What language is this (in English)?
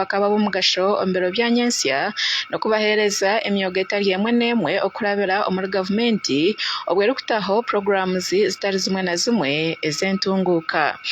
Nyankole